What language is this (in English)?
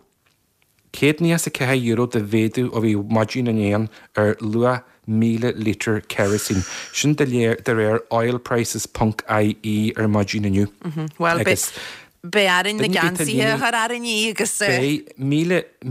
Irish